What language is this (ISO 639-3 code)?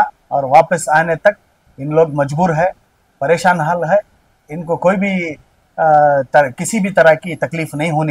hin